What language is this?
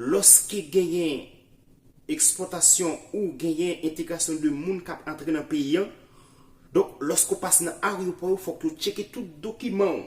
Haitian Creole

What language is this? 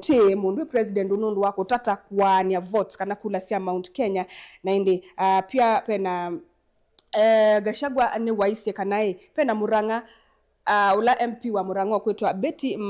Kamba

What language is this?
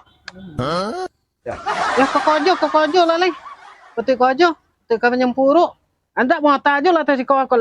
Minangkabau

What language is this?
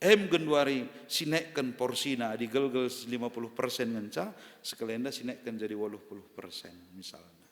Batak Karo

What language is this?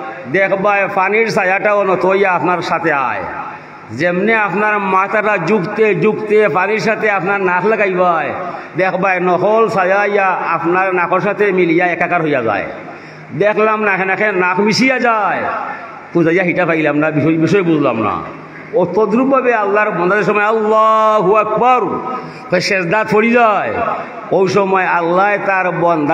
Sylheti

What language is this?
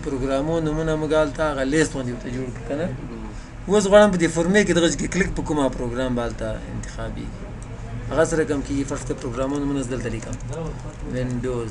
Pashto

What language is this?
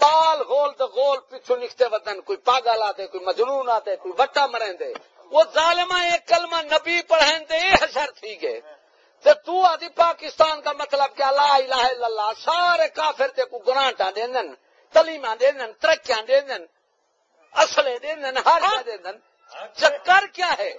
Saraiki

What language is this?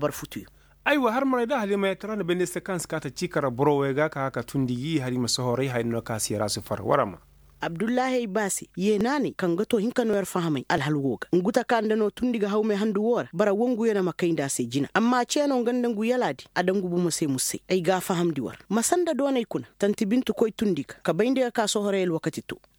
Koyraboro Senni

